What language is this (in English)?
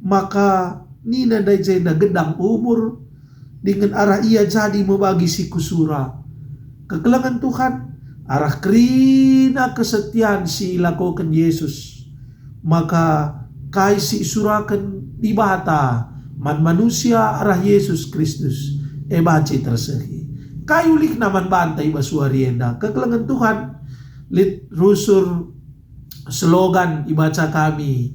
Batak Karo